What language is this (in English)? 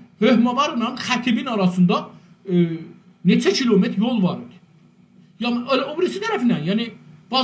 South Azerbaijani